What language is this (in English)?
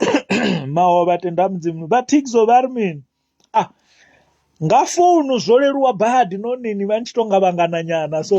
Venda